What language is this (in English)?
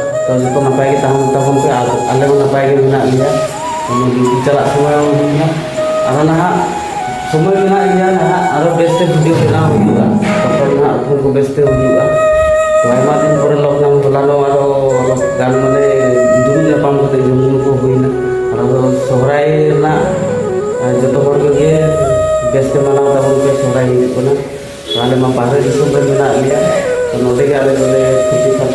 Santali